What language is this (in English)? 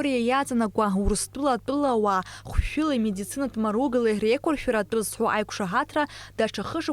Abkhazian